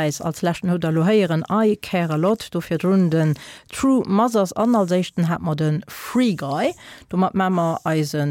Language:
Luxembourgish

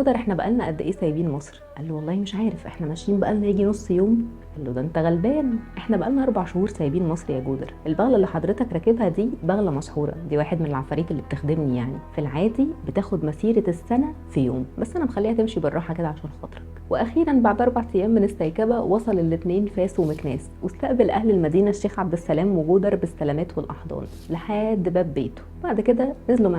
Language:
Egyptian Arabic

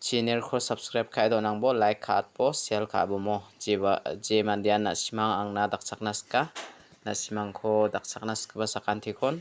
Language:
Garo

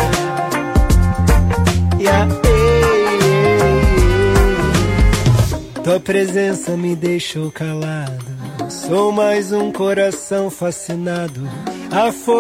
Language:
Portuguese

